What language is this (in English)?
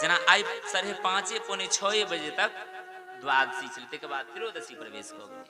Maithili